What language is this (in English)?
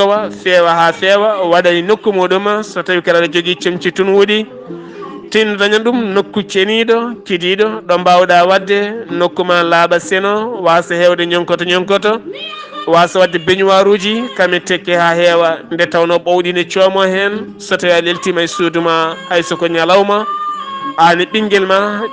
Fula